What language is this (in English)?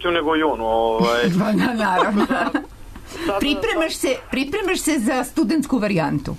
Serbian